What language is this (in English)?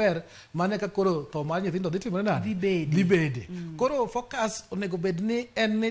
Luo (Kenya and Tanzania)